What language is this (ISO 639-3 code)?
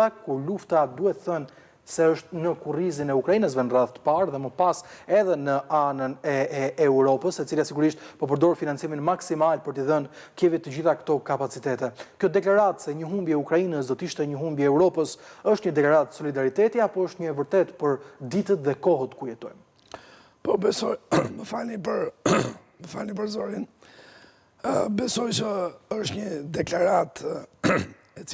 sqi